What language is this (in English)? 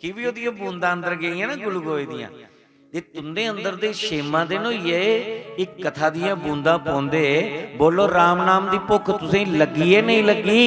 Dogri